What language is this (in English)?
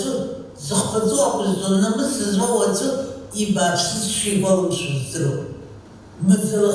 Abkhazian